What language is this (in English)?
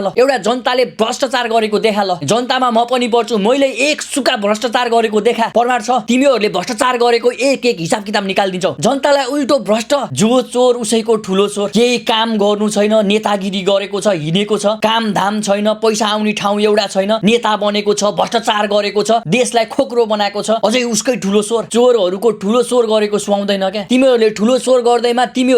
Nepali